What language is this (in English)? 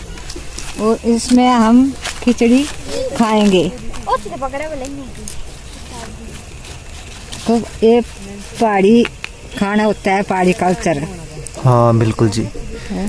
Hindi